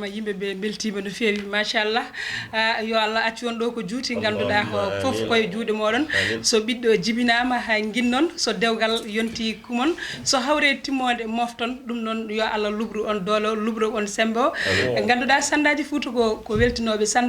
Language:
Fula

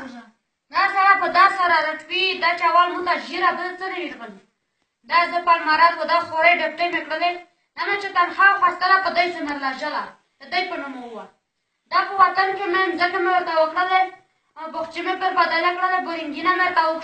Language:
Pashto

